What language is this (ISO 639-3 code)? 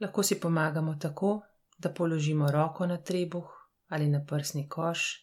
slv